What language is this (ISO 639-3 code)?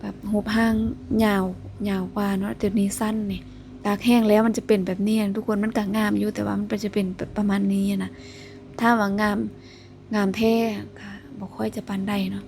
lao